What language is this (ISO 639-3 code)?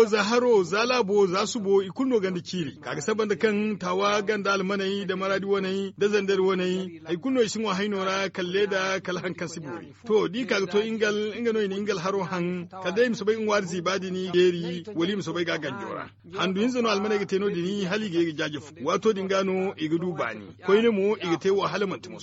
dje